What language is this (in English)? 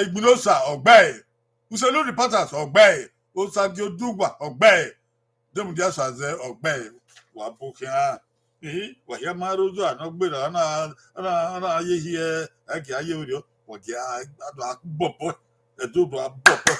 Bini